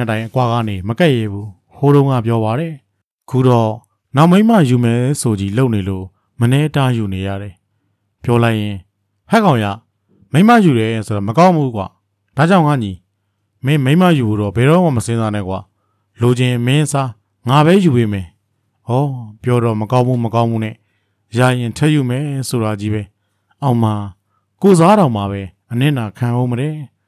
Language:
Burmese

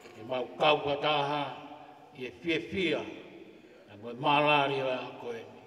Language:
Tongan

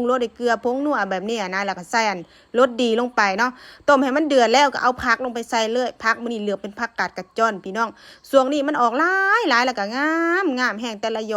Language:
Lao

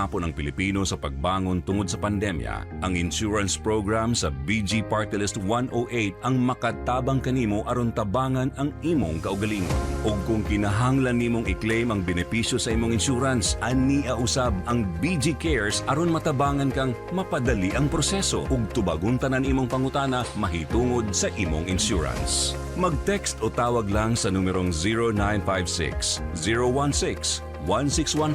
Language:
Cebuano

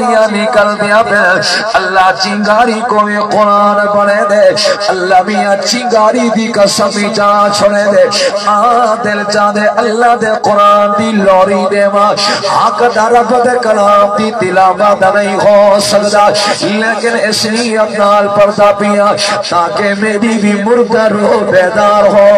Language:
Saraiki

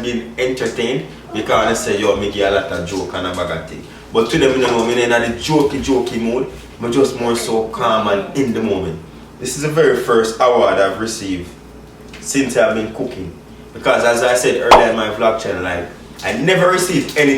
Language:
Jamaican Creole English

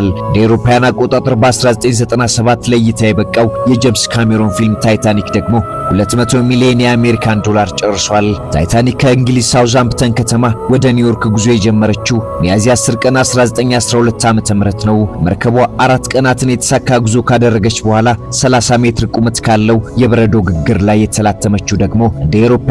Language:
Amharic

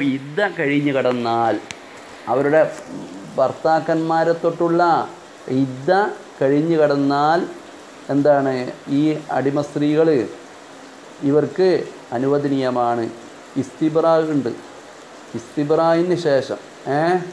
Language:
Malayalam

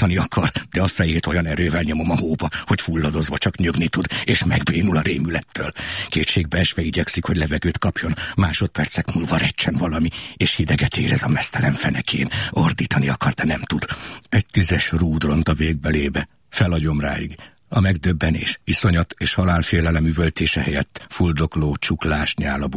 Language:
Hungarian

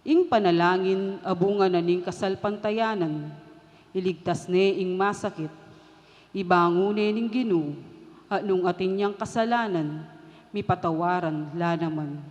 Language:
Pampanga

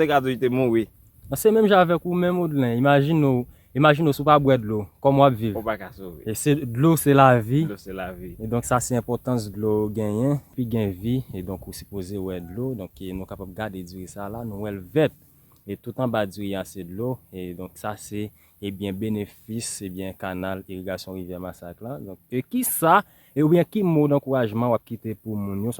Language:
Haitian Creole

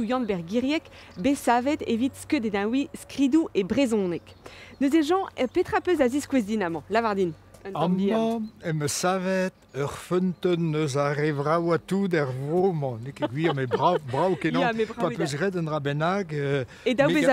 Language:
Breton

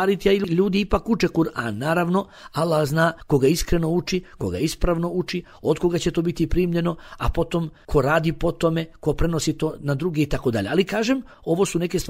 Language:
Bosnian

